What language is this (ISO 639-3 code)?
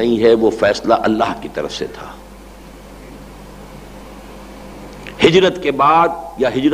urd